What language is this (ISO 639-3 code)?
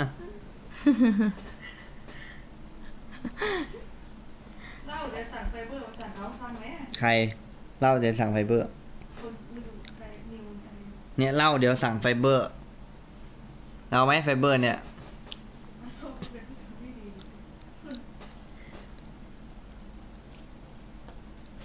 tha